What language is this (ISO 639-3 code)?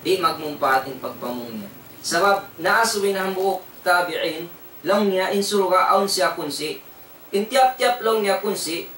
tsg